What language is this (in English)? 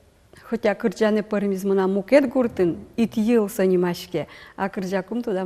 Udmurt